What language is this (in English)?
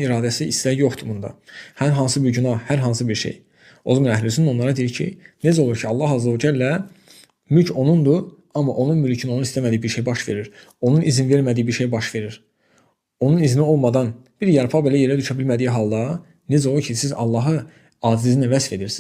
Azerbaijani